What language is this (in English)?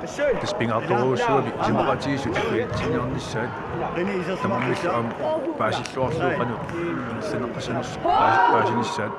Kalaallisut